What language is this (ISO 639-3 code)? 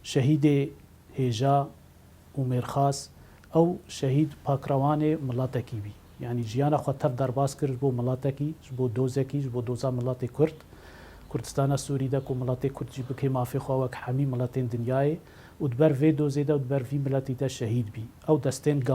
kur